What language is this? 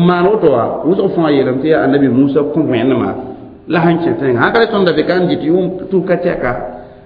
Mossi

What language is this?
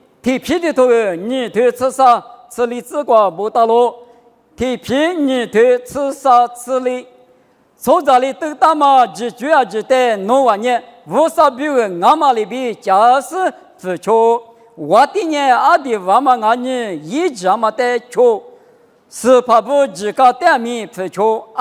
Lisu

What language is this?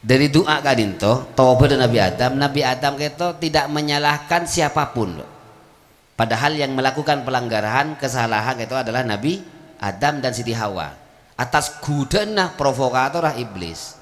Madurese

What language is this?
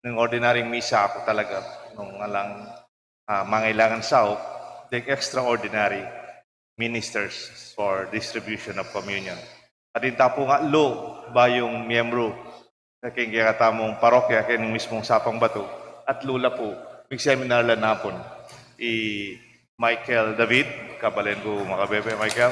Pampanga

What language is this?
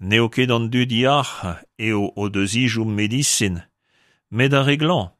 Breton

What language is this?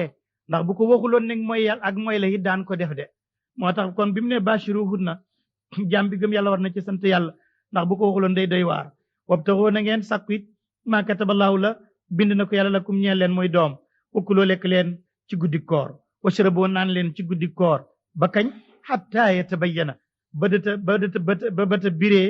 Wolof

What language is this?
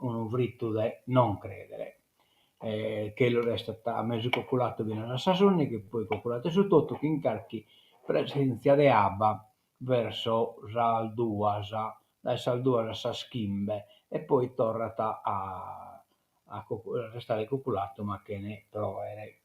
Sardinian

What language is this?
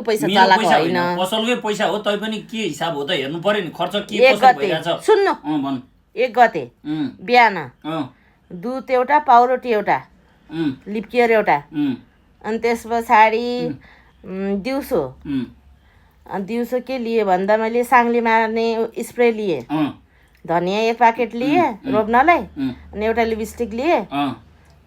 Nepali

